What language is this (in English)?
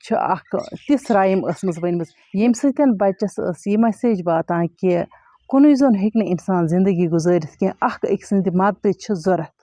Kashmiri